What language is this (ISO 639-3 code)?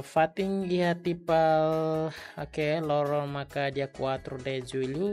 tet